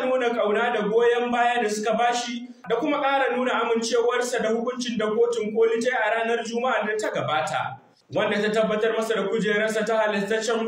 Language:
Hausa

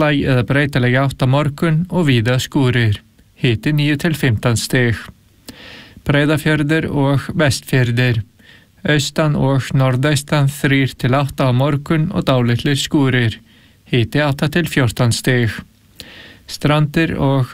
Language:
Icelandic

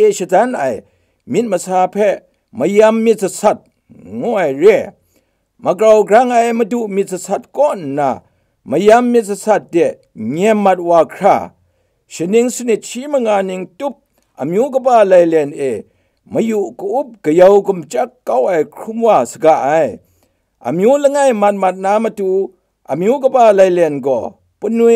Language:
Kachin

